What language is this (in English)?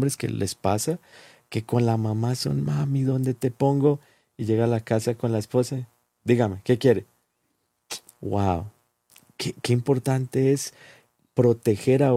Spanish